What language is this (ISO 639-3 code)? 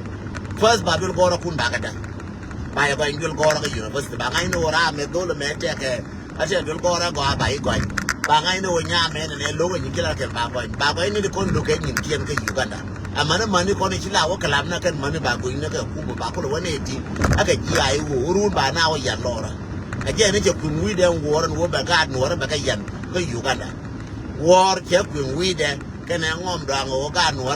nus